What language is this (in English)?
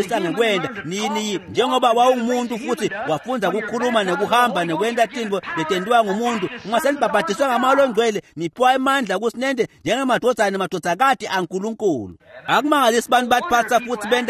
Swati